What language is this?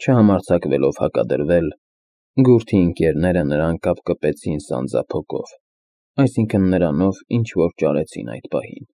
Armenian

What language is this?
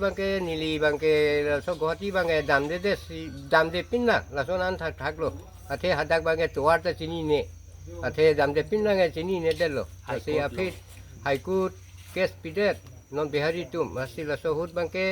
Karbi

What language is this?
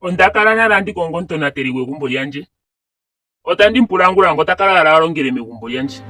Ndonga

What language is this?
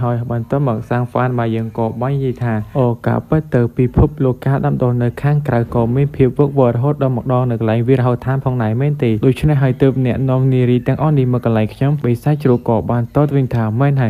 Khmer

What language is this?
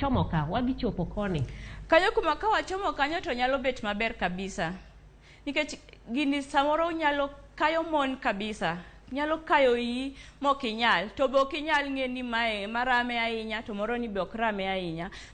Luo (Kenya and Tanzania)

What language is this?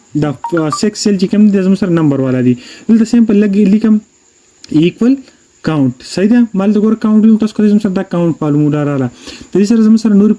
Pashto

